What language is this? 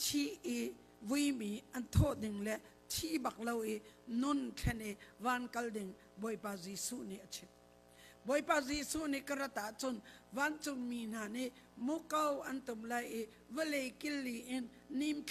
Hakha Chin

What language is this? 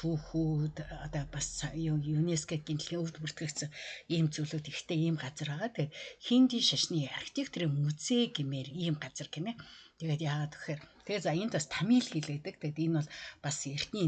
Mongolian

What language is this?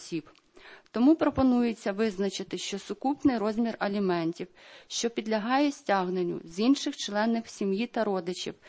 Ukrainian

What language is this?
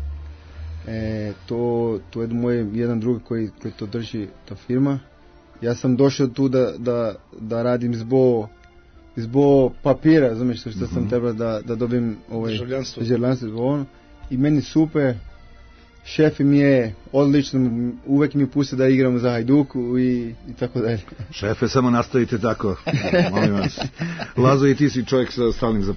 Serbian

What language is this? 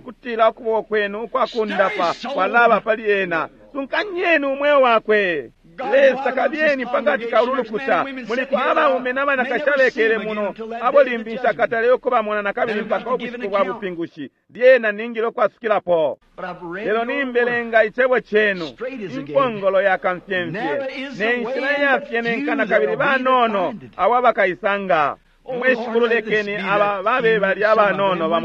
Bemba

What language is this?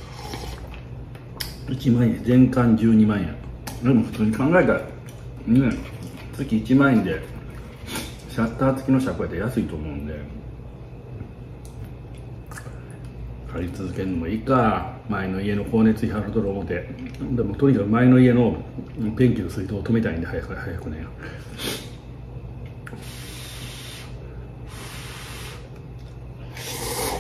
Japanese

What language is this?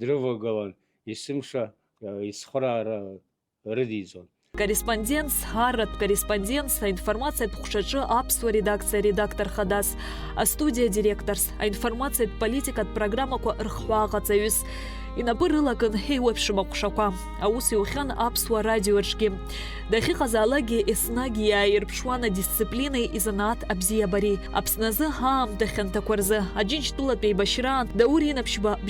Abkhazian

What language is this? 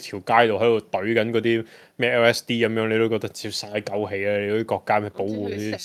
Cantonese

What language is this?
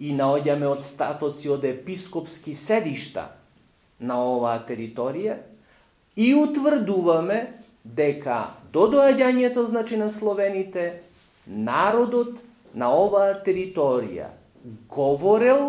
Macedonian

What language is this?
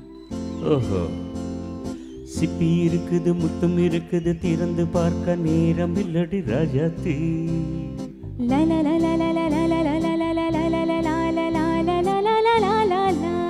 Tamil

